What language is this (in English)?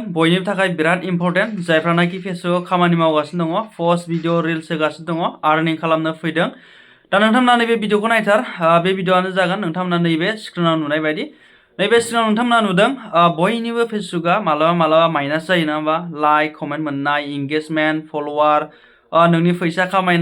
Bodo